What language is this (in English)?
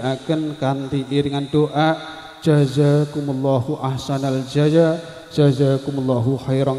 Javanese